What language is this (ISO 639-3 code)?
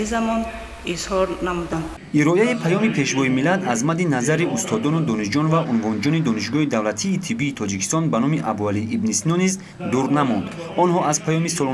tgk